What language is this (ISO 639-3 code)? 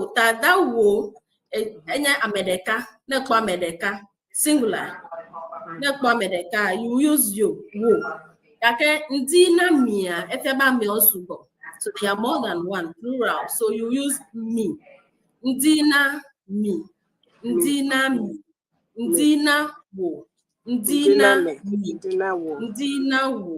ewe